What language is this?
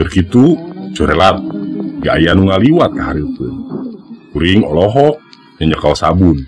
Sundanese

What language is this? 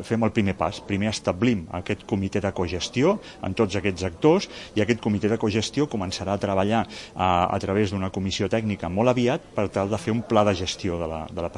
Catalan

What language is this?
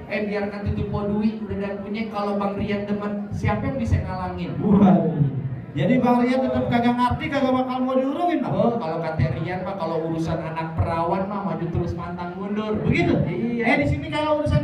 Betawi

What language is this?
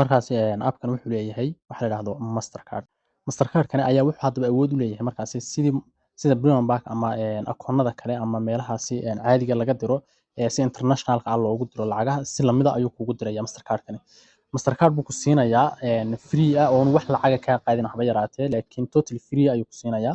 Somali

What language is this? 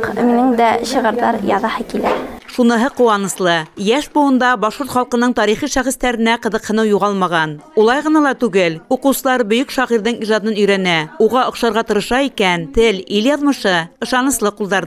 Bashkir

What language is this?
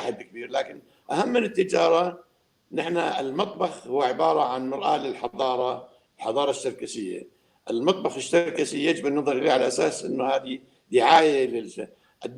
North Levantine Arabic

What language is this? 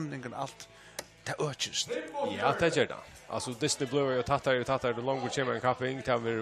Faroese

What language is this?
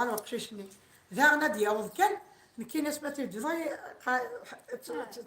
Kabyle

